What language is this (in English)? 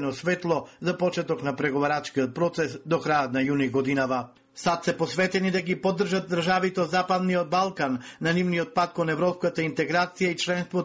Macedonian